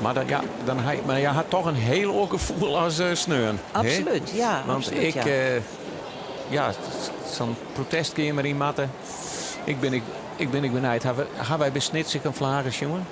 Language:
Western Frisian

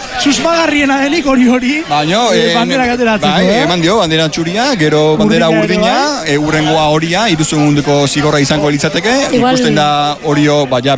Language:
Basque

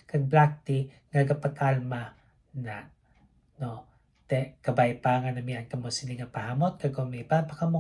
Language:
Hiligaynon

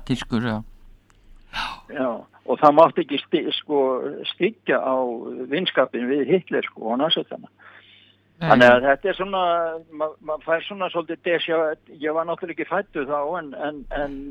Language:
Icelandic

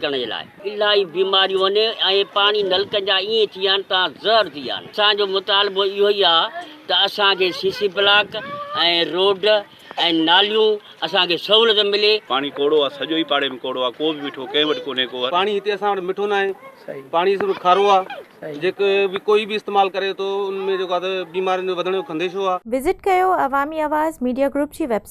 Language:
Sindhi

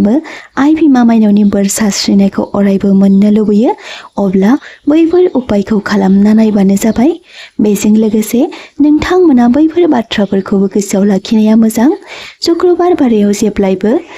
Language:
Bodo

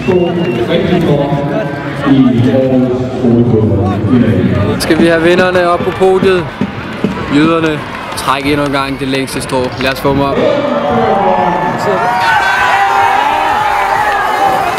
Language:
Danish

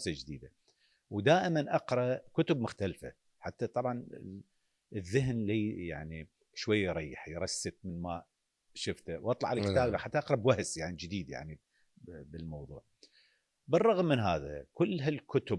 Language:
Mesopotamian Arabic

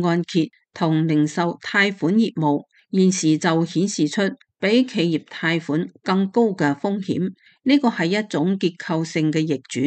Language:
Cantonese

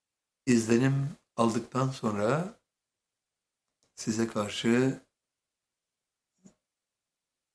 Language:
Turkish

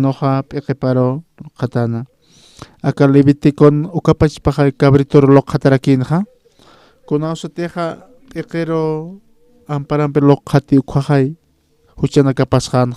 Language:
Aymara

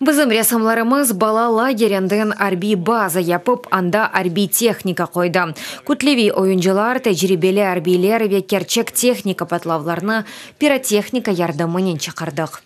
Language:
Crimean Tatar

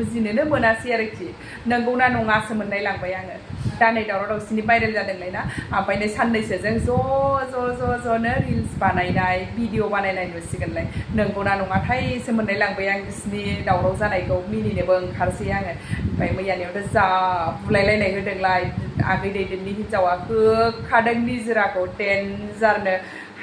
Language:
Bodo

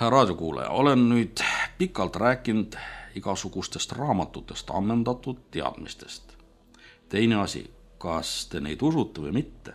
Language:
Estonian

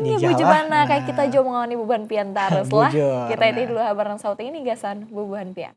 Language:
Banjar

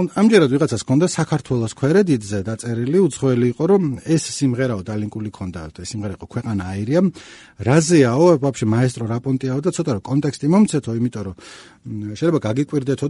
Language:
Georgian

